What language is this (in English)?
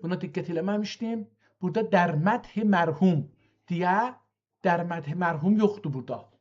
South Azerbaijani